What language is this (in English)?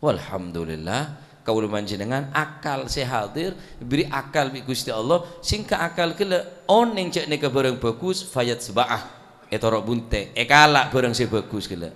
Madurese